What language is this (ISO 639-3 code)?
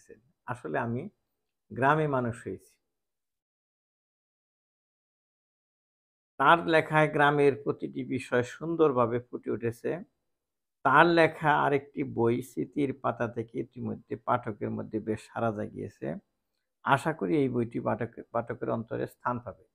ben